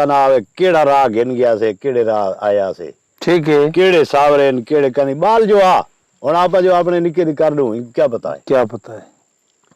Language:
Saraiki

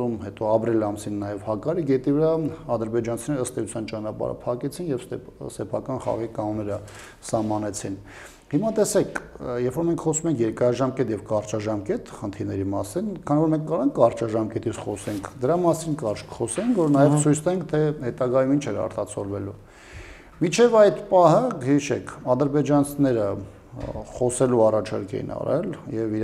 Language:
Armenian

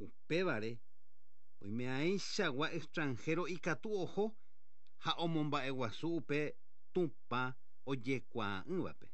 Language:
Guarani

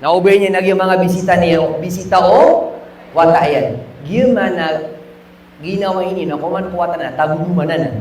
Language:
Maranao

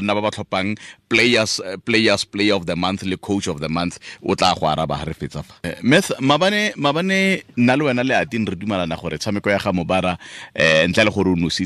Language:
Tswana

